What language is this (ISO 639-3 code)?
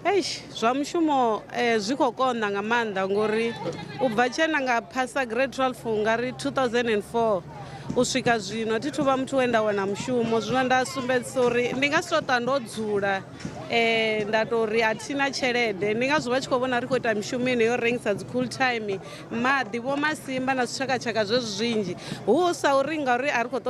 ven